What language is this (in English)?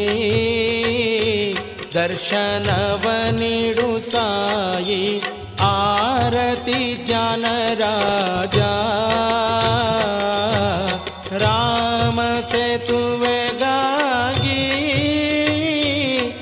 Kannada